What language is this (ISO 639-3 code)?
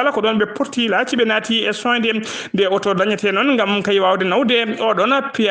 ful